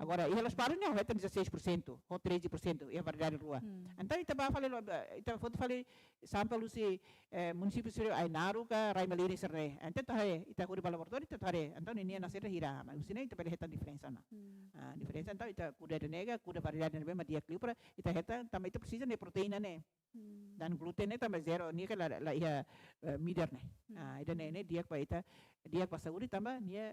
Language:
Tetum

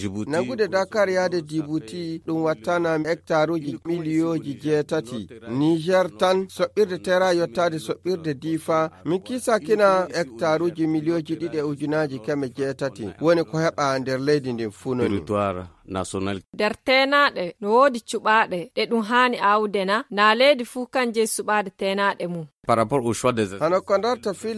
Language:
Nigerian Fulfulde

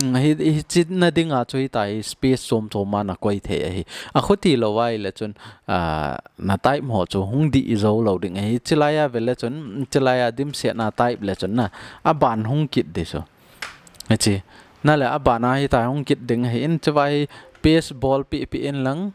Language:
Thado Chin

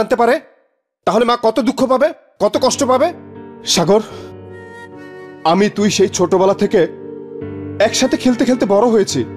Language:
Bangla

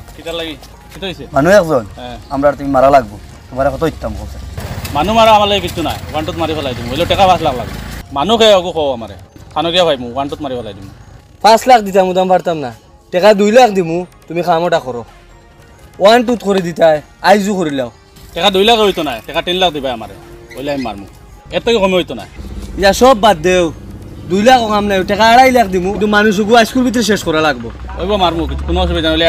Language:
Sylheti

